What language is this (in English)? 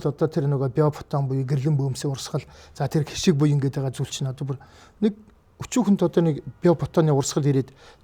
Mongolian